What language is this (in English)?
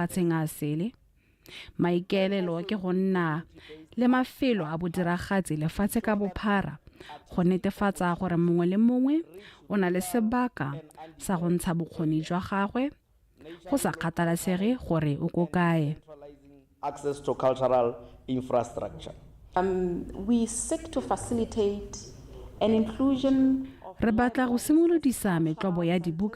Tswana